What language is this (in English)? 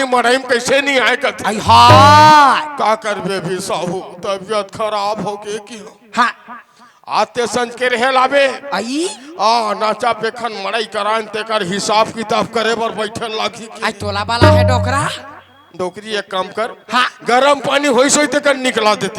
Chhattisgarhi